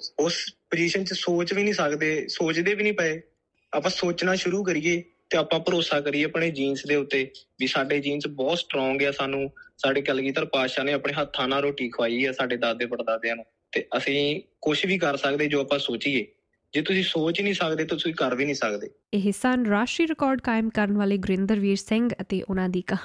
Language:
Punjabi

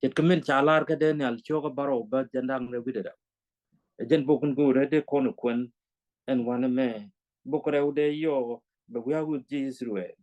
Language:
Nuer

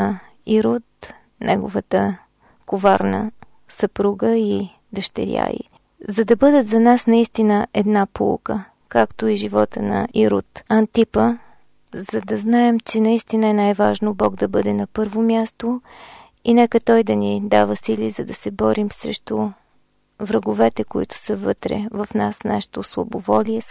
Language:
Bulgarian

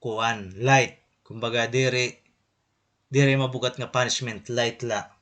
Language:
Waray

